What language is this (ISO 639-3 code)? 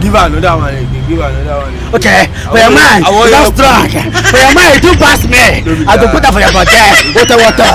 pcm